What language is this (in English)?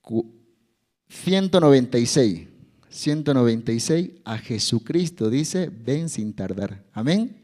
South Bolivian Quechua